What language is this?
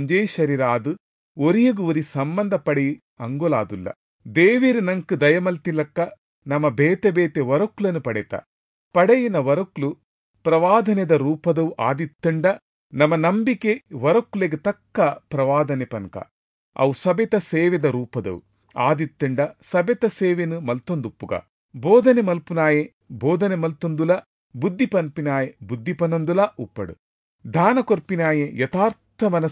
Tulu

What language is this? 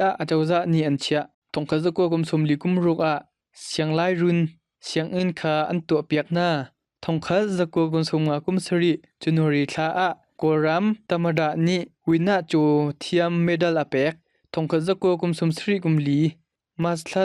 Hakha Chin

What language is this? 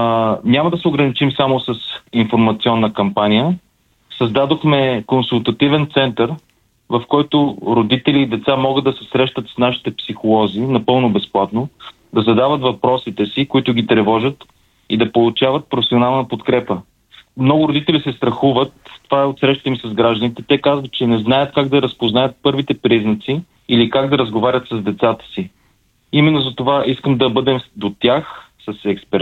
Bulgarian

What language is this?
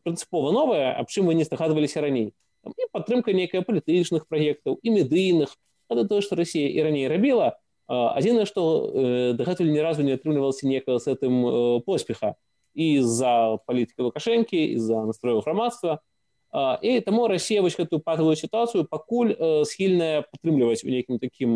Belarusian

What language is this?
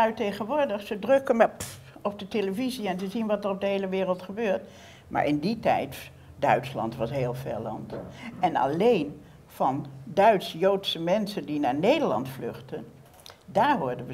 Dutch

